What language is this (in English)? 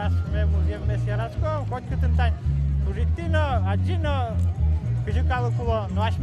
Udmurt